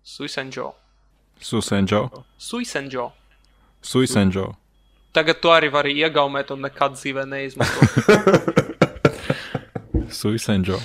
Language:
Latvian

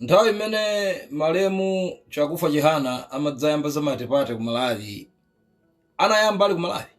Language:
Nyanja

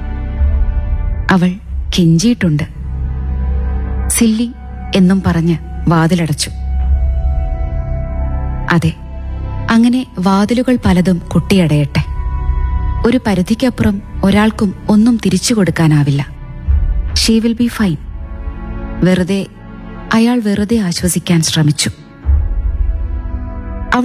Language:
Malayalam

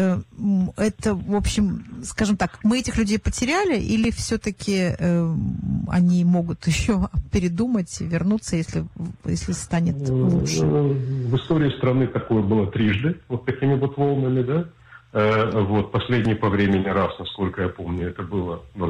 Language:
Russian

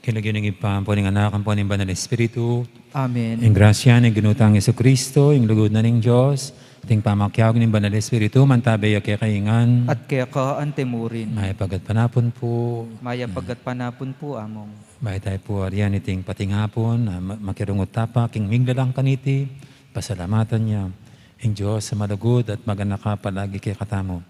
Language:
Pampanga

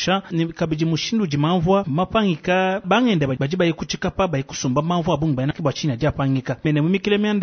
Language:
Luba-Lulua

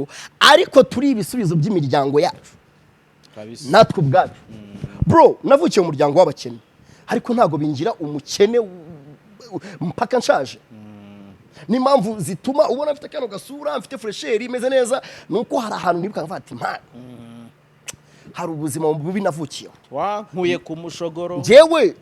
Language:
Kinyarwanda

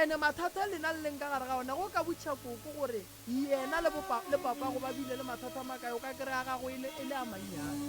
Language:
Northern Sotho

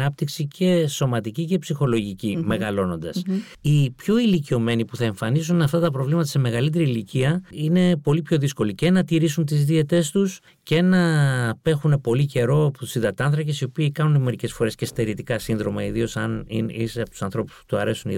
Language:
Greek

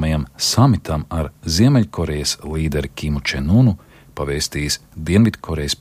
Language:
Latvian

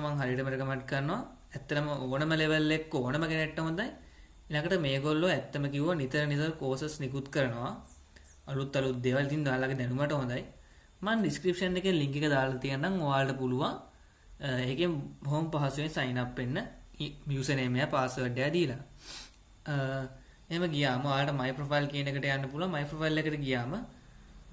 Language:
Sinhala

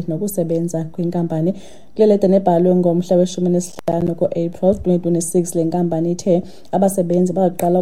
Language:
Xhosa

